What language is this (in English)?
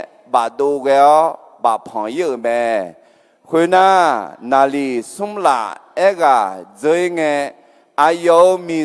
Akha